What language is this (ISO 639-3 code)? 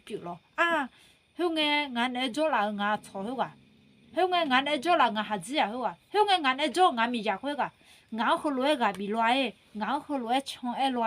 ahk